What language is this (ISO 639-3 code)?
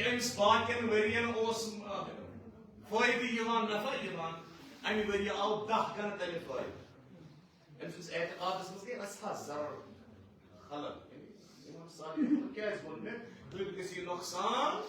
kas